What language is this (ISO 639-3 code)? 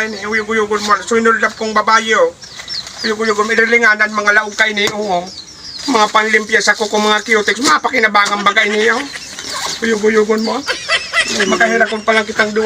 bik